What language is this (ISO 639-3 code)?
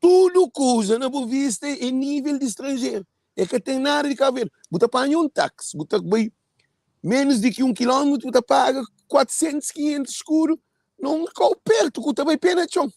kea